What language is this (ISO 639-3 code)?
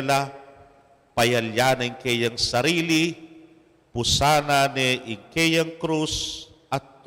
pam